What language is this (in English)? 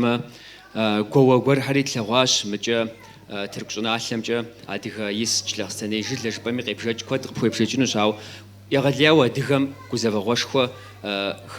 Kabardian